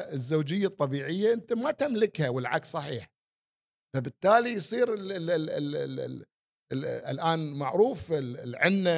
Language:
Gulf Arabic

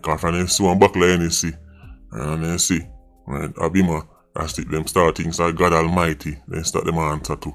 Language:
Jamaican Creole English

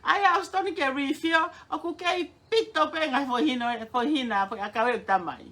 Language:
Tongan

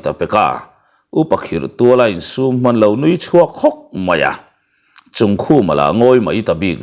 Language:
Mizo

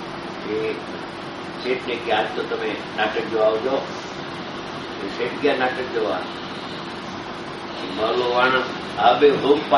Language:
Gujarati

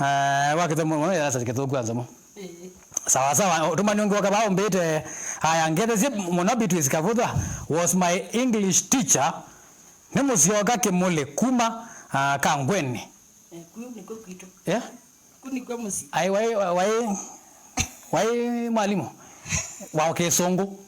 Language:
Kamba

